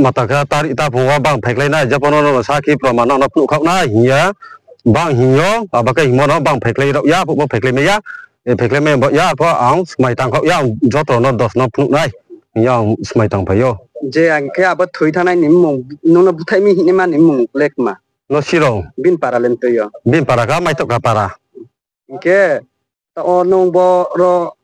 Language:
Riang (India)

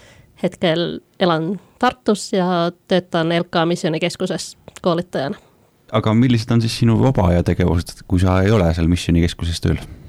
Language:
Estonian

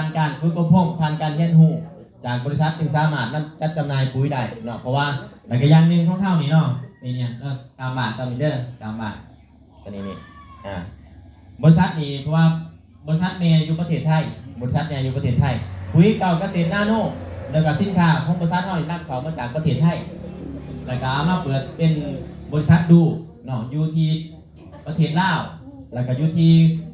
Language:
Northeastern Thai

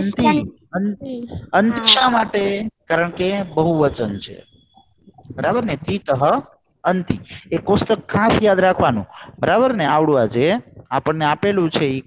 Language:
Gujarati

